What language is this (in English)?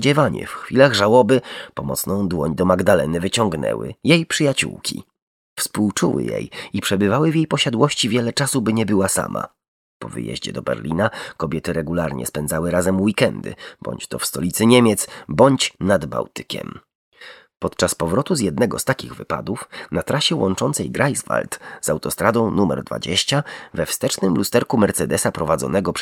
Polish